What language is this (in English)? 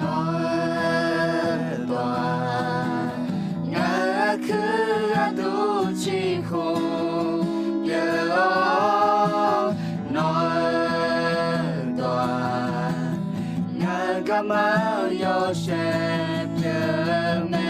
Akha